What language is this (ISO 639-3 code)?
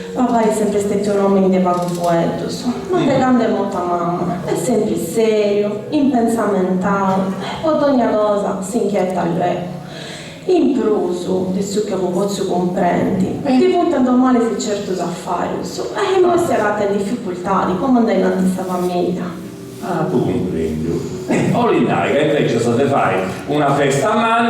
srd